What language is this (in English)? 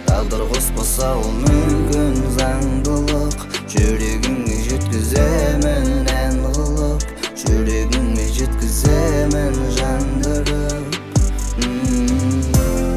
Kazakh